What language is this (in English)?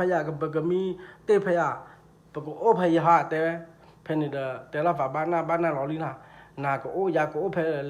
S'gaw Karen